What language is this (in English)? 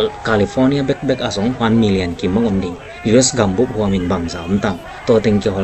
Tedim Chin